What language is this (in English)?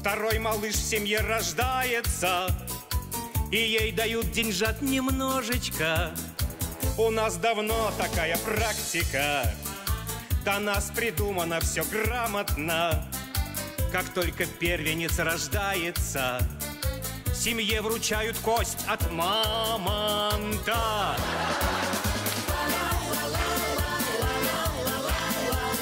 Russian